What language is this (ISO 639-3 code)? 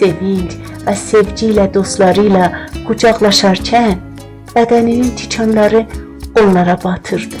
azb